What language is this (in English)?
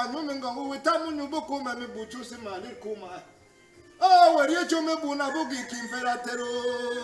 Cameroon Pidgin